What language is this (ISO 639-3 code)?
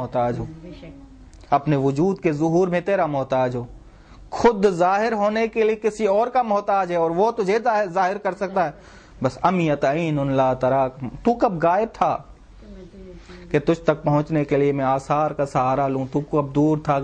urd